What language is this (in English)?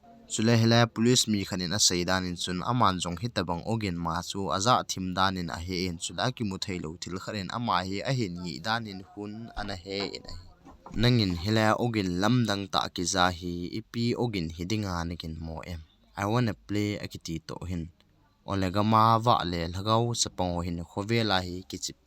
Thado Chin